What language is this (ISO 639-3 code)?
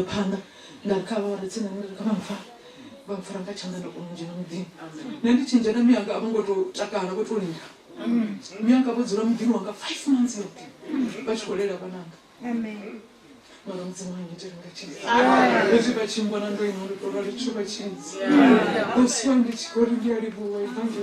ven